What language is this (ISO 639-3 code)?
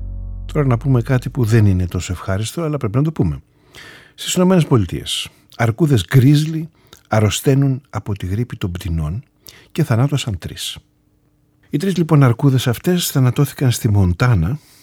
ell